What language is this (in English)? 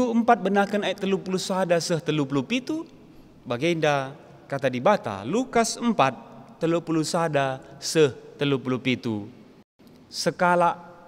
Batak Karo